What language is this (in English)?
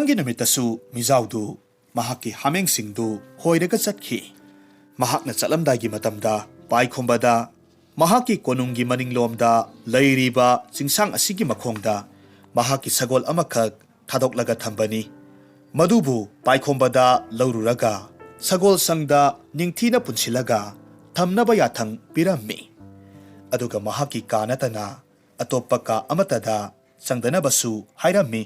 Manipuri